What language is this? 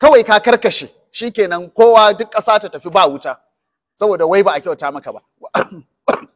Hausa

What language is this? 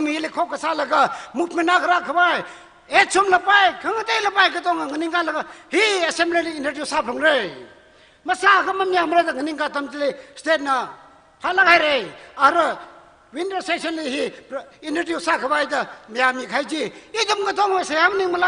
Tangkhul Naga (India)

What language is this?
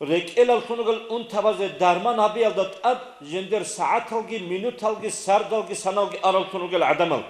Avaric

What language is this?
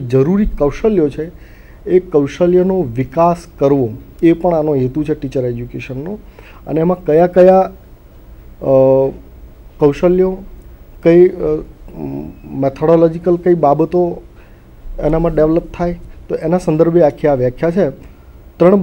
Gujarati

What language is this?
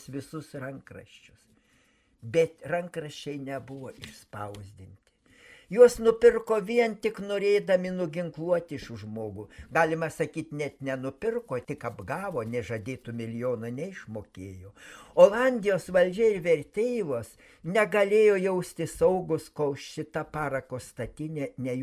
Lithuanian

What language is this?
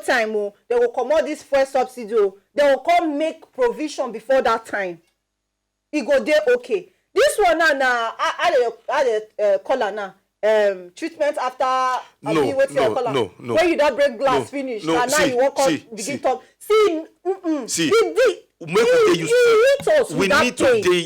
Nigerian Pidgin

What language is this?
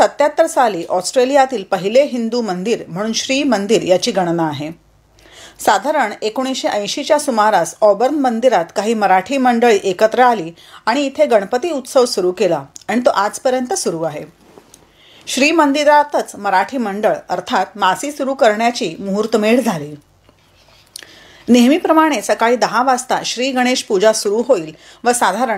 Marathi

